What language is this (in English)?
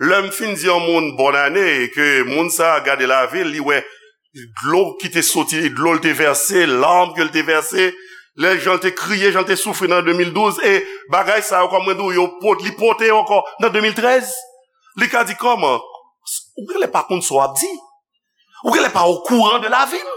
Haitian Creole